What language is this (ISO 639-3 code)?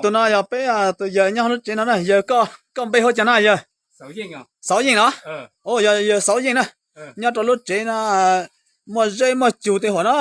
hmn